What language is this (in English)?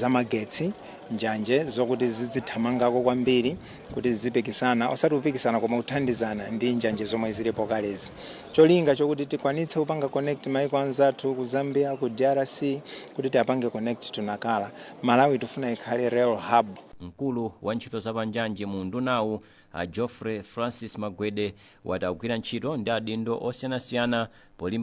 Nyanja